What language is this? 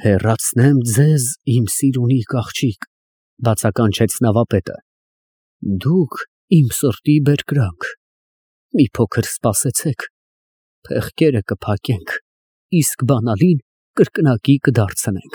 Armenian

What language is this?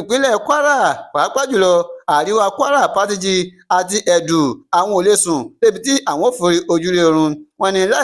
Yoruba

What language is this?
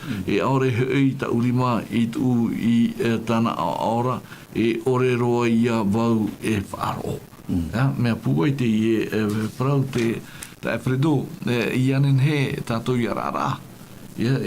Tahitian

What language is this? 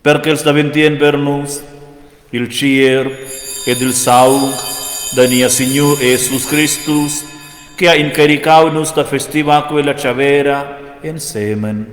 Romansh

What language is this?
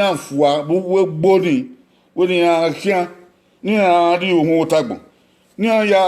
Bini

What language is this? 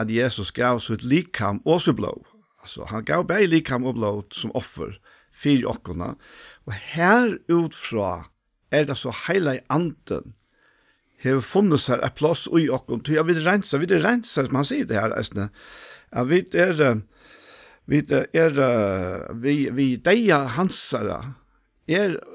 Faroese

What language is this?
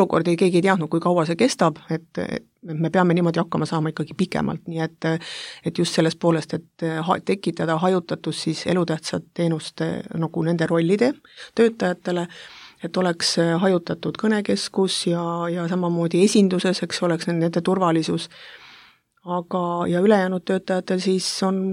Estonian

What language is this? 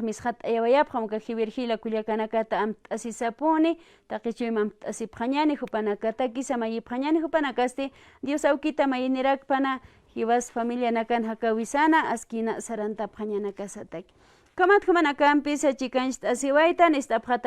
Aymara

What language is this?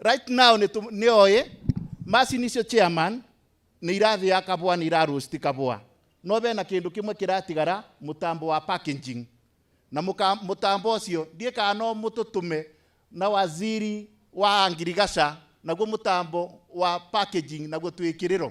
Kikuyu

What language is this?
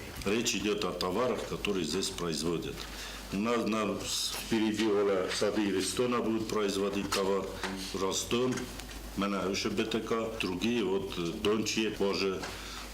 Ossetic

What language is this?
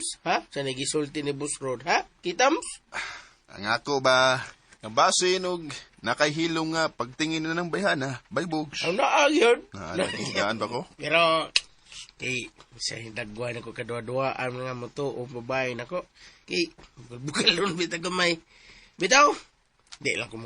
Cebuano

